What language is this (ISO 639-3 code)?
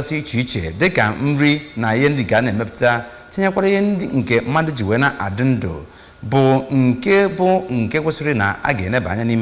ibo